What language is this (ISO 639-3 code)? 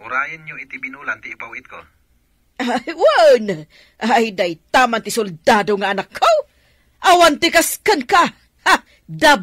ilo